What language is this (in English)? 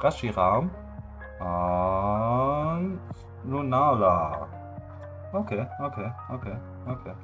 Luxembourgish